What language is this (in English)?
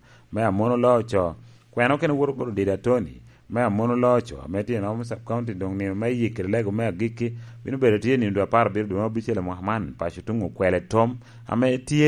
Lango (Uganda)